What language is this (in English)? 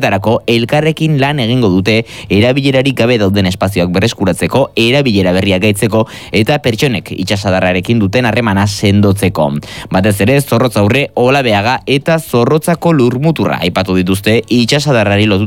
Basque